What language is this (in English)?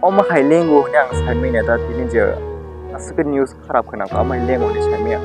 Kok Borok